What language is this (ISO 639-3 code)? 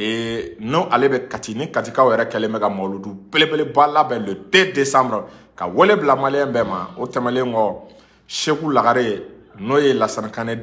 bam